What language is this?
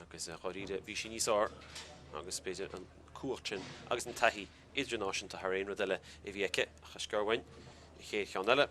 Irish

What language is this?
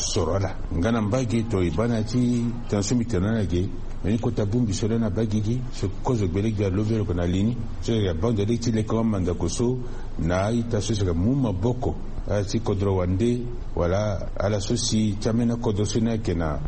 Sango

